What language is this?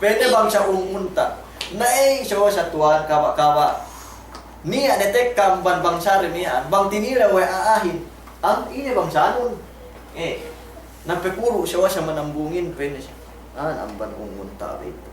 Yakan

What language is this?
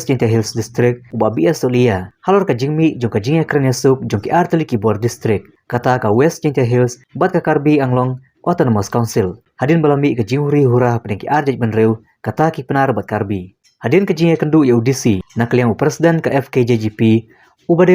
Khasi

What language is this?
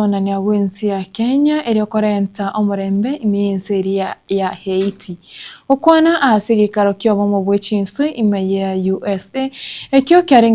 Gusii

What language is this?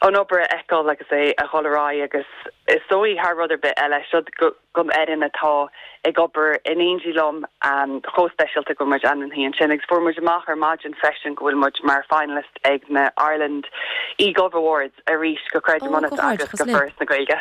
Irish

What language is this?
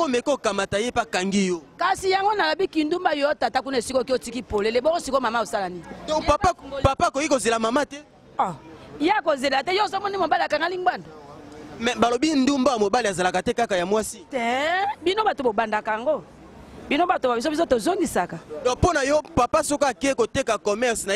Lingala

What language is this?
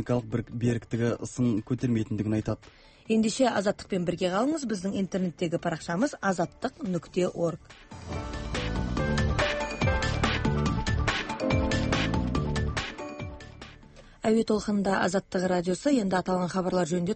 Kazakh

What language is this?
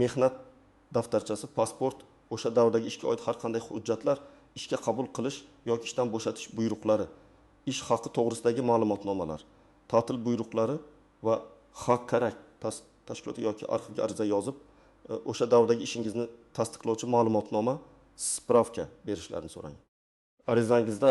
Uzbek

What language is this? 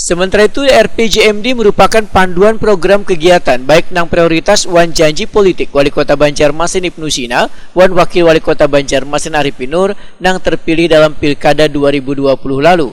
Banjar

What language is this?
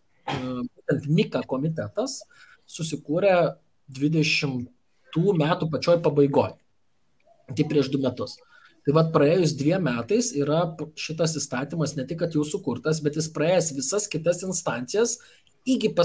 Lithuanian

